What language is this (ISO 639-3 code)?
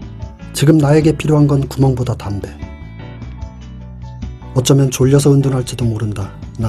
kor